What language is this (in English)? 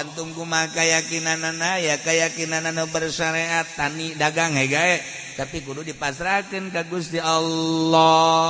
Sundanese